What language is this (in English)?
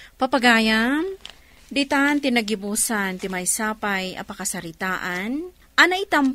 Iloko